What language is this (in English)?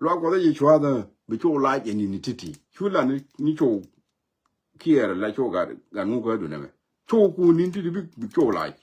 Nuer